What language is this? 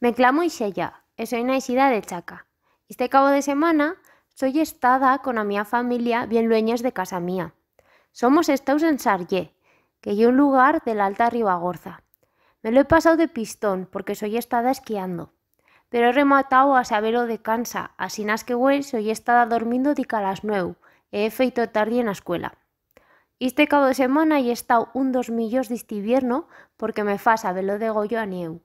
Aragonese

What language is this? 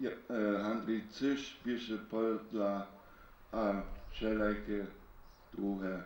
Upper Sorbian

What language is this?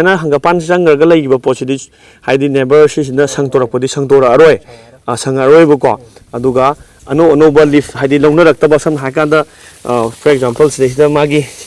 Manipuri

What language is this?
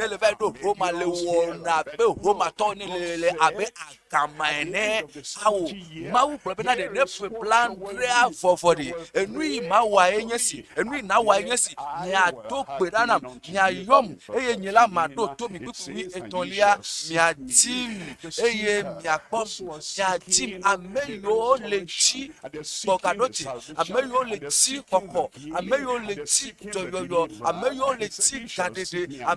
Ewe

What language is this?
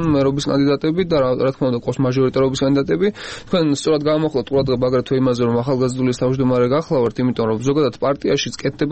Georgian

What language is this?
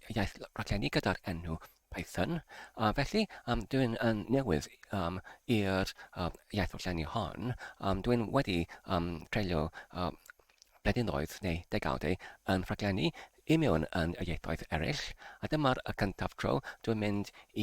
Welsh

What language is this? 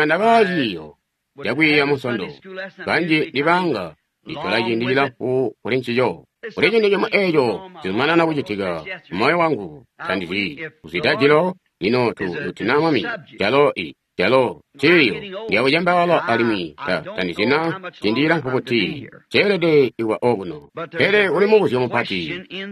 Tonga (Zambia)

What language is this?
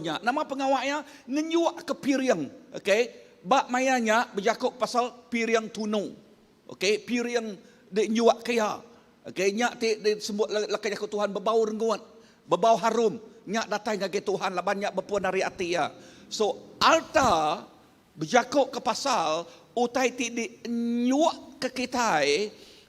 Iban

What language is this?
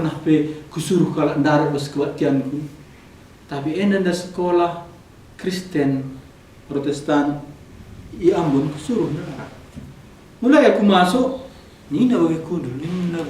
Batak Karo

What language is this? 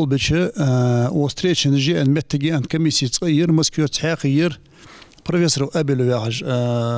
Ingush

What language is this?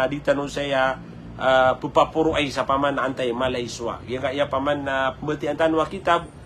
Maranao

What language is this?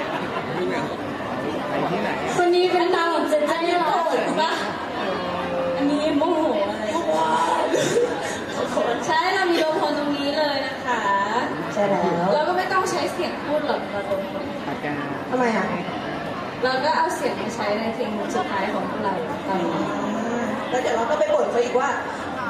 Thai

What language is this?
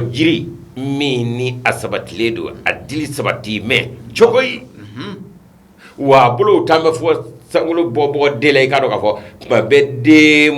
Bambara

